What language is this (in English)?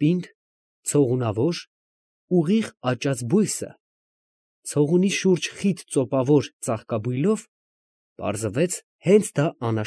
Armenian